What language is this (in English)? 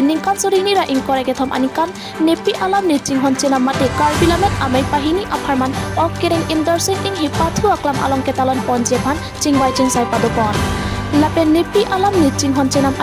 Karbi